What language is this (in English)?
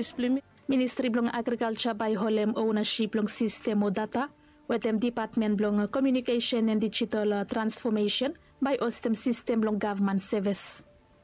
Bislama